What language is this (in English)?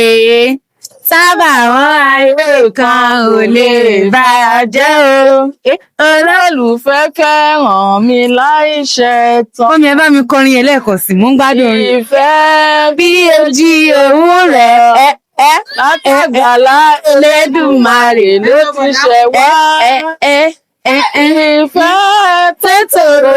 Yoruba